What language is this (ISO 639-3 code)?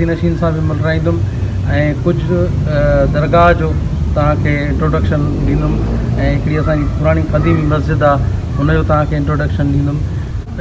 snd